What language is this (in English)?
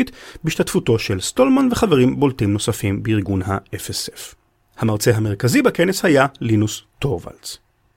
Hebrew